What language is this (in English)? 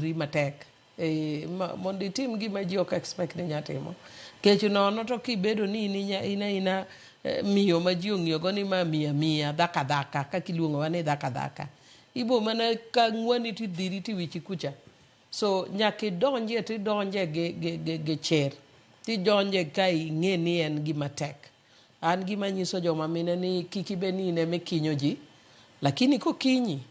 Luo (Kenya and Tanzania)